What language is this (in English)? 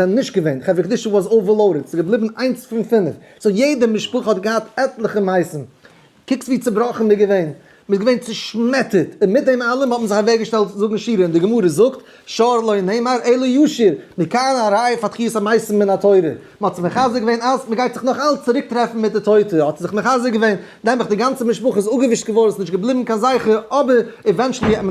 Yiddish